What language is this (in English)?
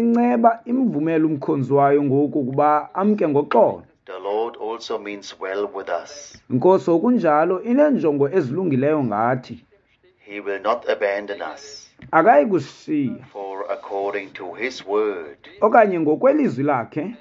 Xhosa